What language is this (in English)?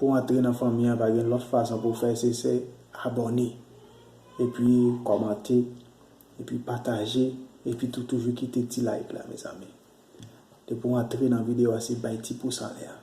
Haitian Creole